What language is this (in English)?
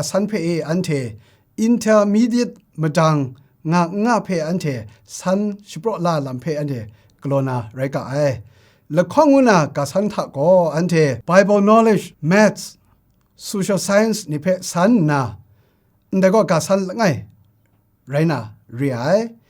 Kachin